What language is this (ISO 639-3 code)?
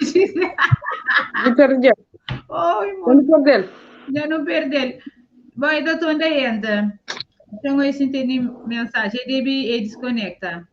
kea